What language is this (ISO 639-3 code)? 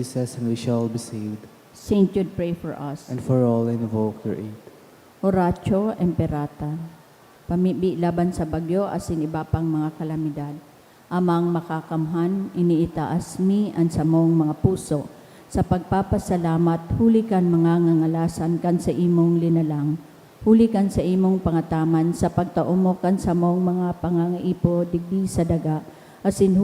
bik